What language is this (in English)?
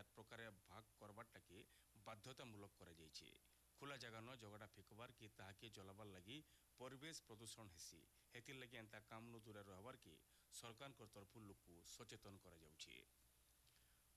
Odia